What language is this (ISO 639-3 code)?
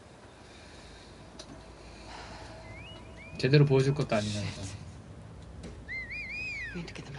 kor